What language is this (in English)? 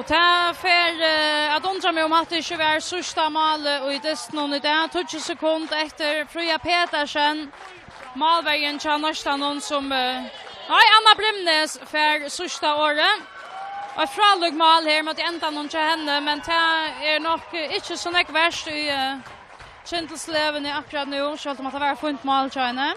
Faroese